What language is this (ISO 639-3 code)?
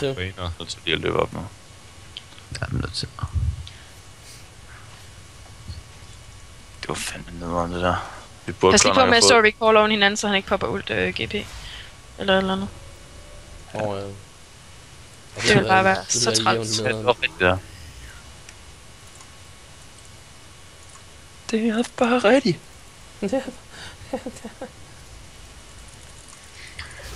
dan